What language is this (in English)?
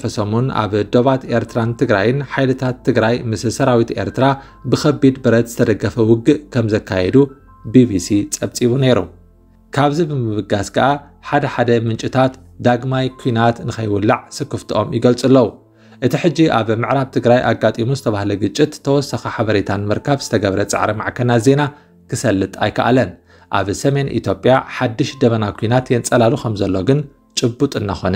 Tigrinya